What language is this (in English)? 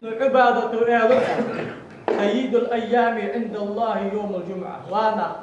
Ingush